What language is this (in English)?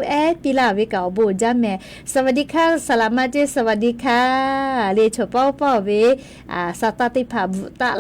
Lahu